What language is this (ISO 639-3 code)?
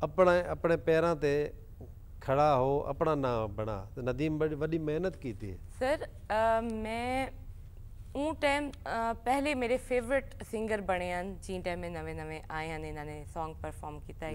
skr